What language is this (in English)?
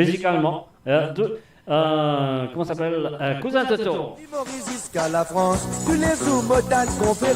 Morisyen